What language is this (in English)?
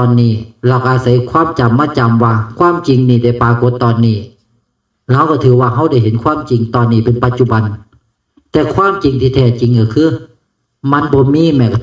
Northeastern Thai